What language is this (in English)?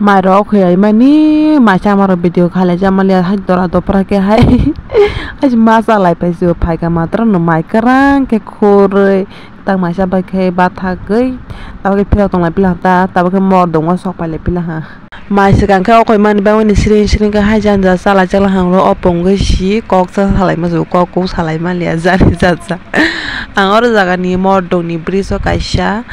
Kok Borok